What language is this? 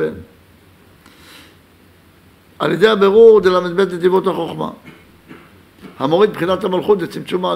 Hebrew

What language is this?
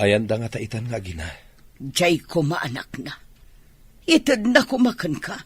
Iloko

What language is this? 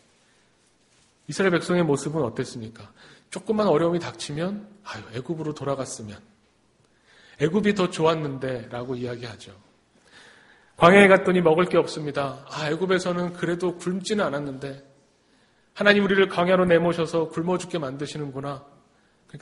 Korean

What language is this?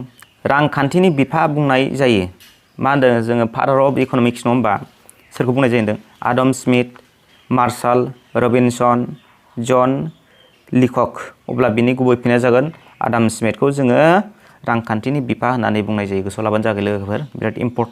Bodo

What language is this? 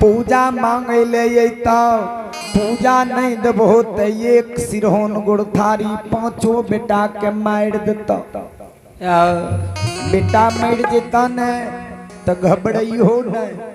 Maithili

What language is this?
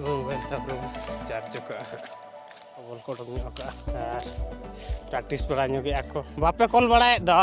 Santali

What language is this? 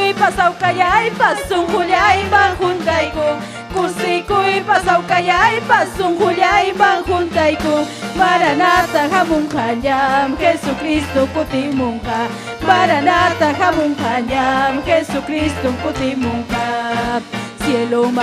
Ayacucho Quechua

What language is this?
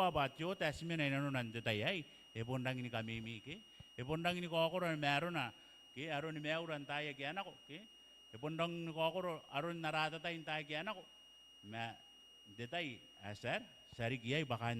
Gilbertese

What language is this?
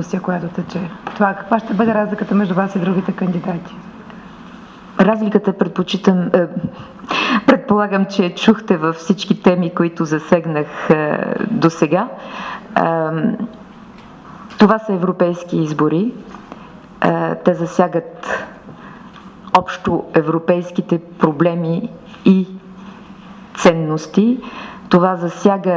Bulgarian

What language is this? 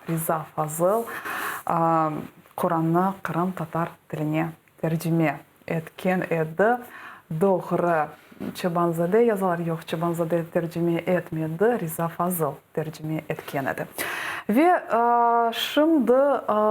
Crimean Tatar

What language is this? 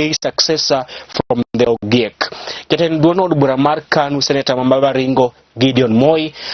Luo (Kenya and Tanzania)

